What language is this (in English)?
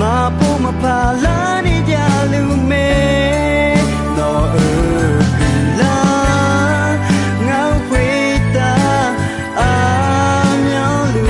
Akha